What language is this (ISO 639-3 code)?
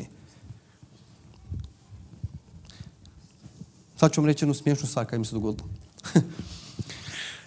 hrv